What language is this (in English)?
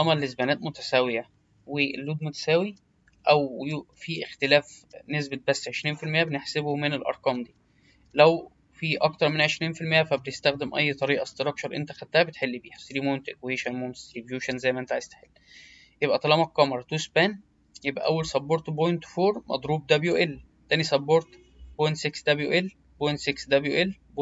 Egyptian Arabic